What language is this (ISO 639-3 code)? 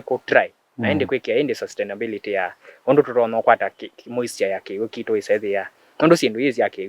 kam